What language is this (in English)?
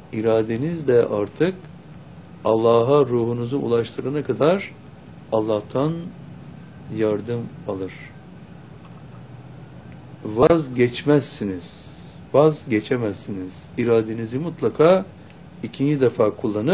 Turkish